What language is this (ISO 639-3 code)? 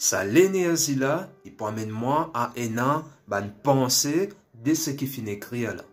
mfe